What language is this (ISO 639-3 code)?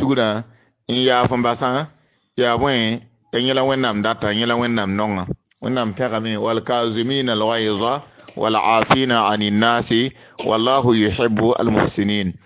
mos